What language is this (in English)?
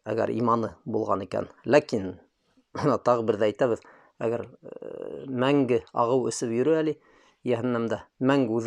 Bashkir